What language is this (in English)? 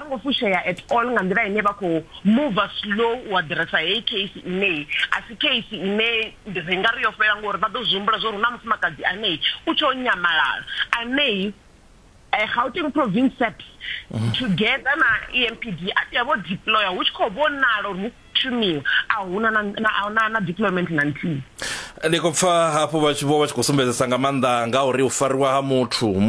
Venda